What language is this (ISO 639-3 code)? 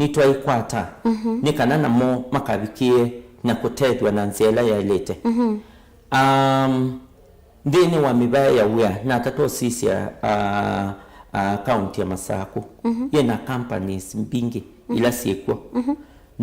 kam